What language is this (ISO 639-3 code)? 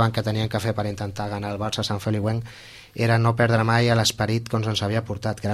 cat